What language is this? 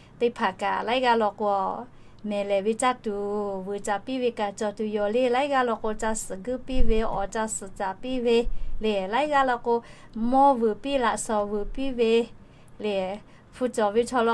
Lahu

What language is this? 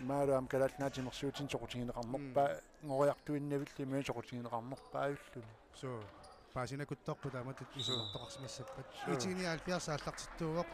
Kalaallisut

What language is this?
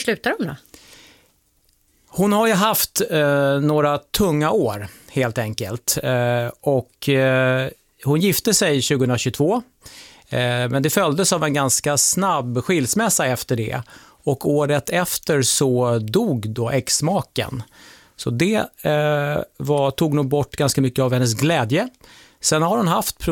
Swedish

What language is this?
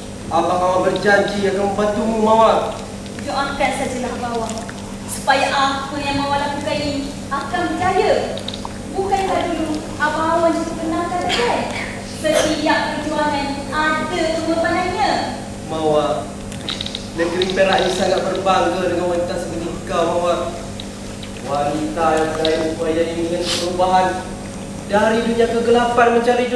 Malay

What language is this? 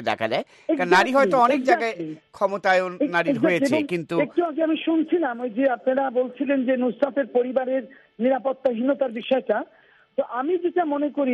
Bangla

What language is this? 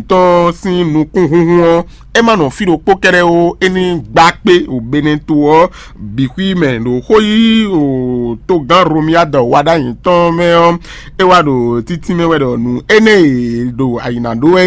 Fon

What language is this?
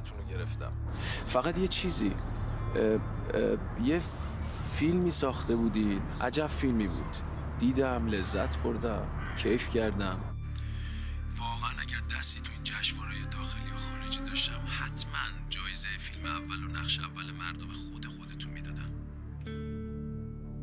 Persian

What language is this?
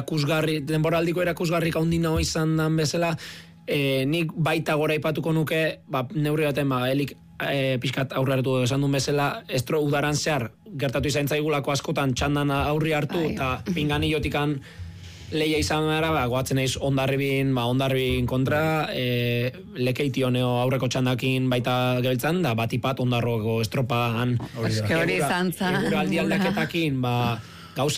Basque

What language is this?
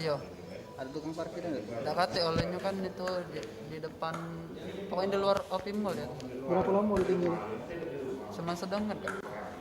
Musi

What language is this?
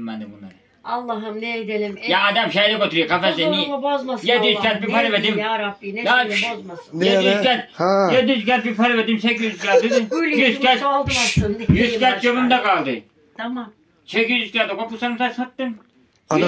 Turkish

